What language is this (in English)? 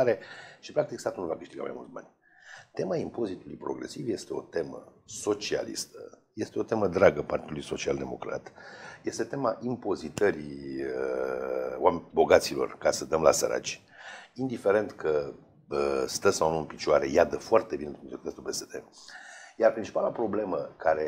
Romanian